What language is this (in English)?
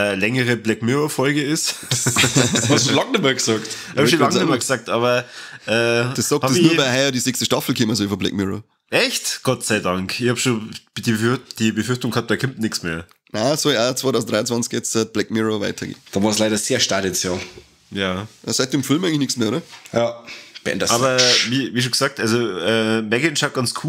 Bavarian